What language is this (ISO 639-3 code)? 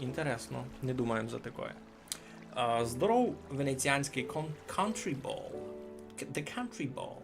rue